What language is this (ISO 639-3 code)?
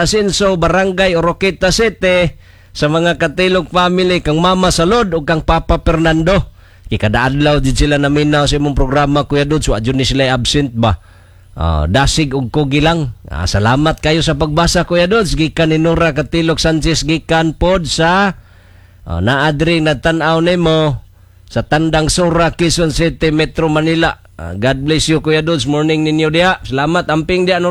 ceb